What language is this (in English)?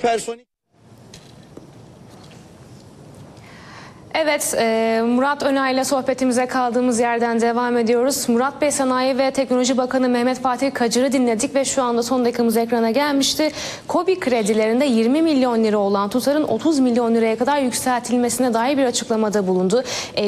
Turkish